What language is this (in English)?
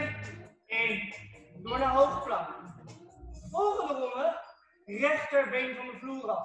Dutch